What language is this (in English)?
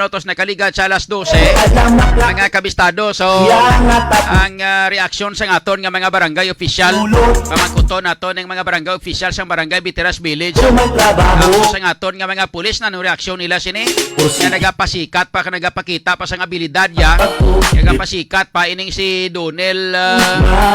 Hiligaynon